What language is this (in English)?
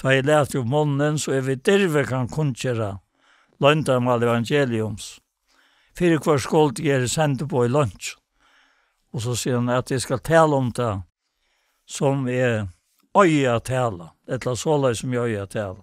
Faroese